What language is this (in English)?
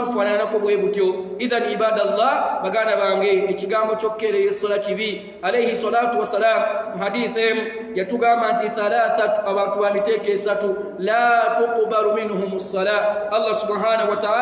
Ganda